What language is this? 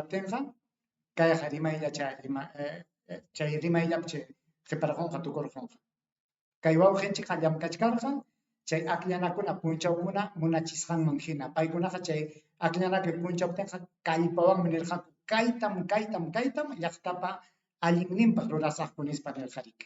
Ayacucho Quechua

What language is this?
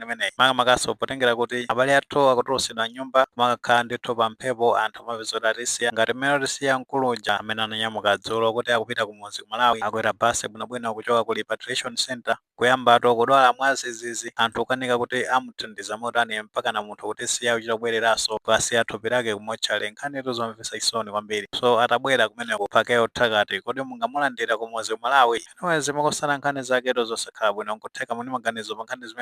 Nyanja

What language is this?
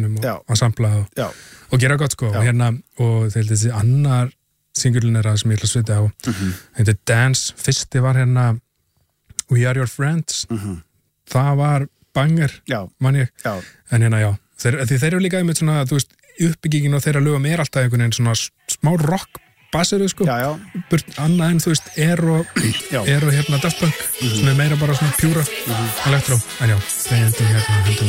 Icelandic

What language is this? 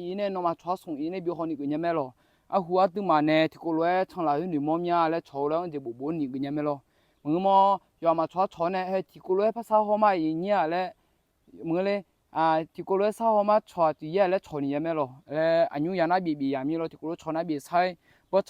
Akha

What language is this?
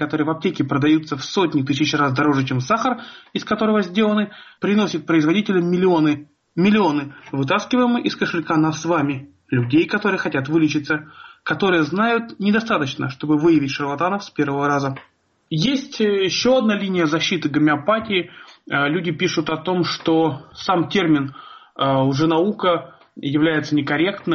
Russian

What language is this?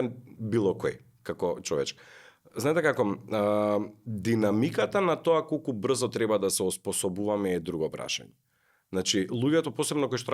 Macedonian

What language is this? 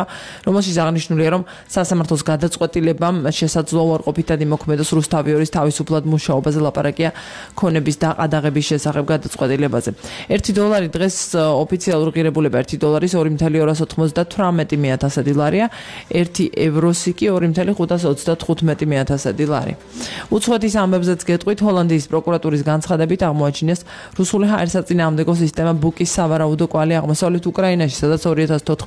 Georgian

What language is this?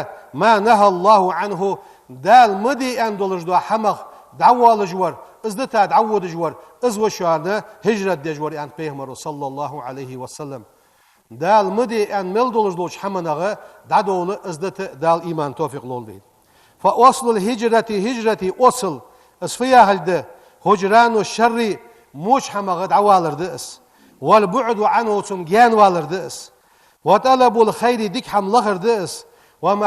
Ingush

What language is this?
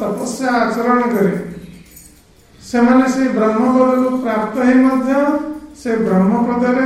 Odia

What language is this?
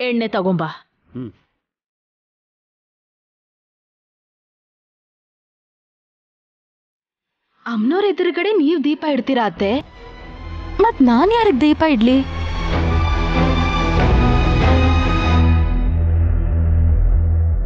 Kannada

